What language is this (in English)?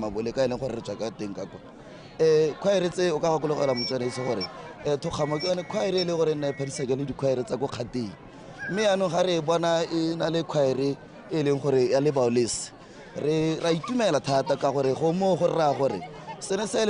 Tswana